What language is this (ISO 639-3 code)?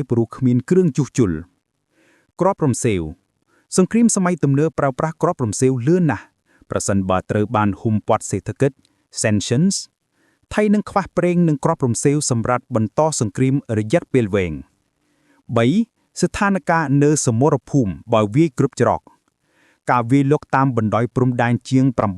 khm